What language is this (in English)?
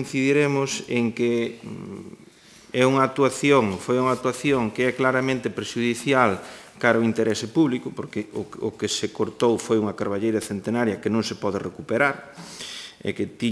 Galician